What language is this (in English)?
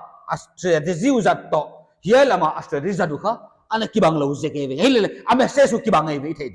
Paite Chin